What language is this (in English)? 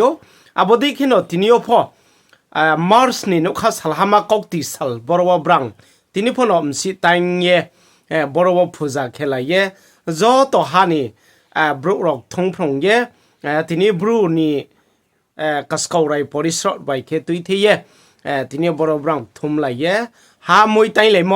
Riang (India)